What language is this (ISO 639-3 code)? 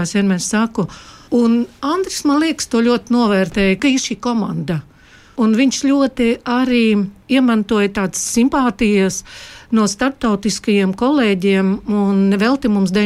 lav